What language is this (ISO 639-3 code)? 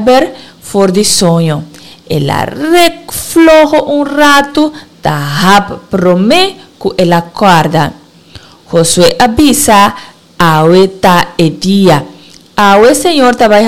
pap